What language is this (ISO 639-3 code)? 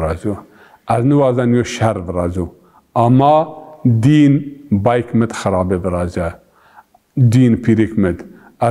zza